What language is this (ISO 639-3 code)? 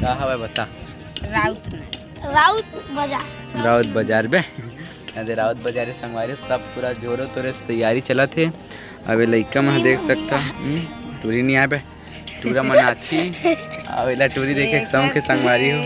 hne